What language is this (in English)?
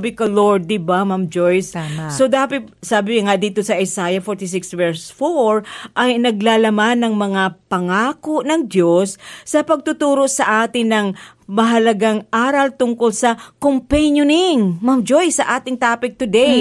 Filipino